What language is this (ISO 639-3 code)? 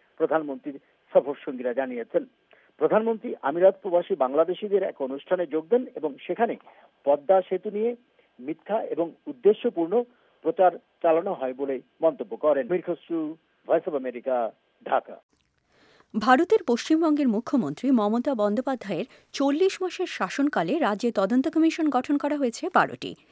ben